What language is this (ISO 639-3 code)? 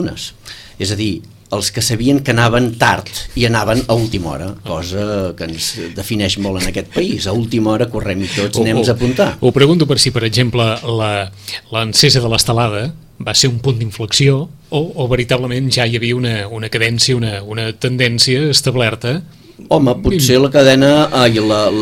cat